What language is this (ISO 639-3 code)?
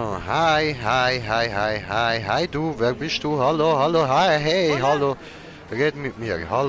gsw